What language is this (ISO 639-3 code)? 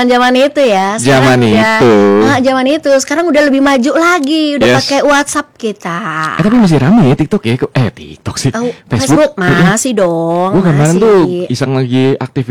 ind